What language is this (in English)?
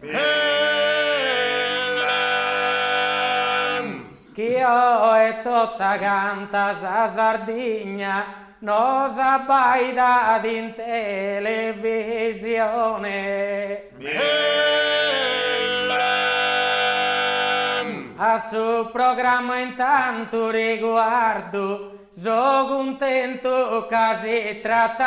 Sardinian